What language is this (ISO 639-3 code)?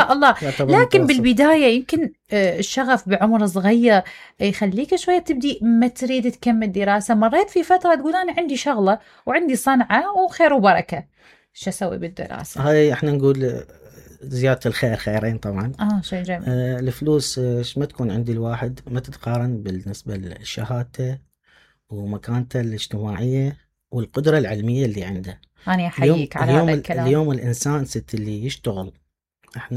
acm